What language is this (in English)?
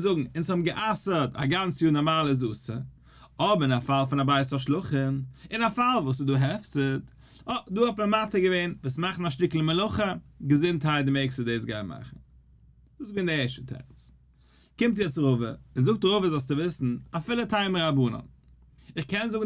Yiddish